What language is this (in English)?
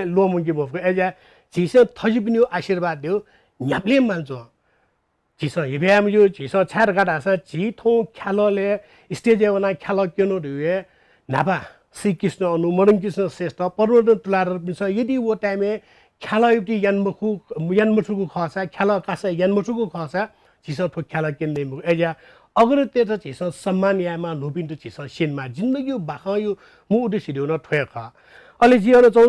Newari